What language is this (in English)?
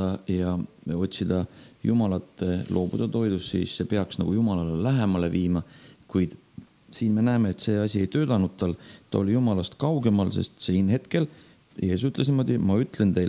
Estonian